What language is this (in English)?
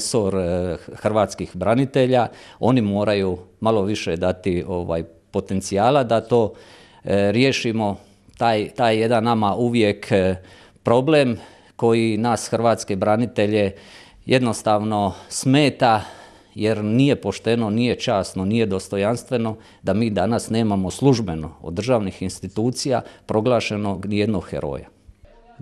Croatian